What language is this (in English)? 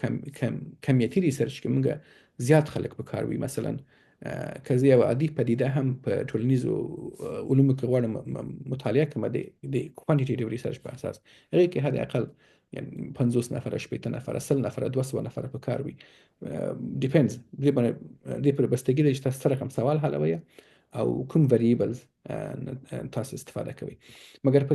Pashto